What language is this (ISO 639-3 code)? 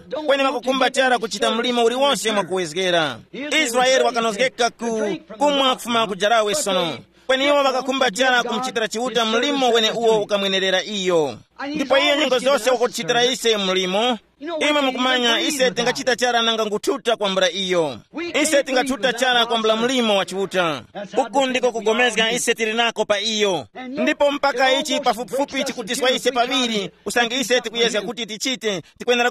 tum